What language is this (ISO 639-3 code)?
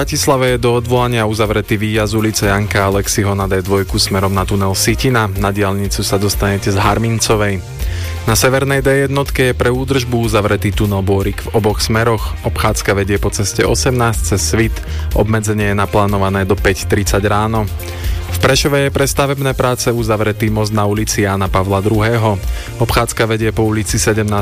slk